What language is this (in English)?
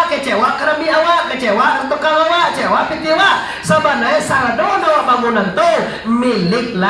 Minangkabau